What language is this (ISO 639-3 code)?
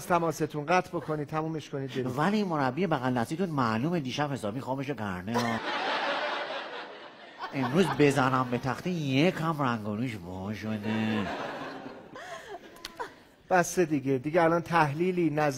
fas